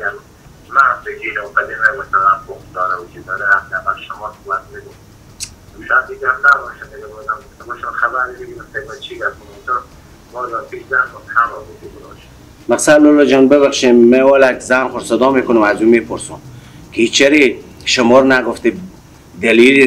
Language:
Persian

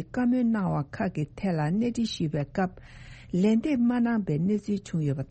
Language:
Tibetan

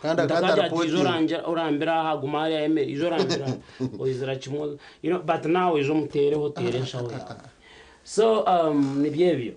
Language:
Nyankole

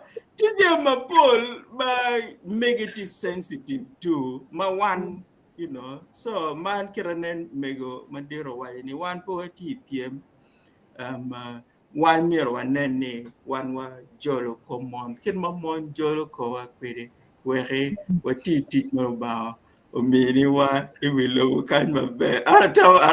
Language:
Acoli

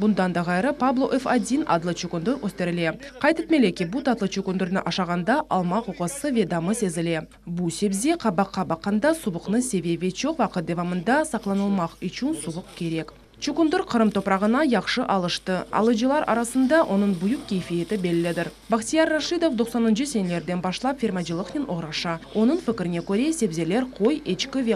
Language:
Crimean Tatar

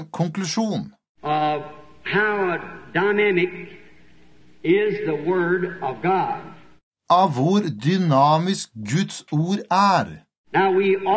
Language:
Norwegian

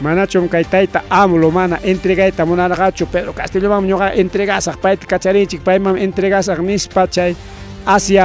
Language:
Ayacucho Quechua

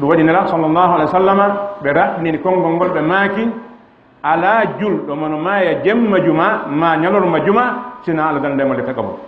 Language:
Fula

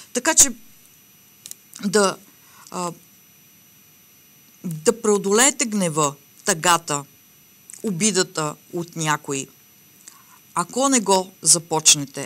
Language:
Bulgarian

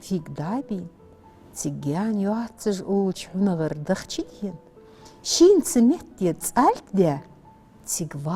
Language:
Ingush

